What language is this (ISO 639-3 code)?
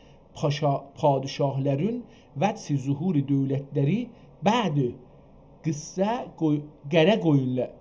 azb